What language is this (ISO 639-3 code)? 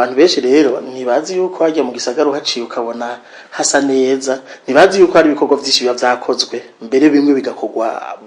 run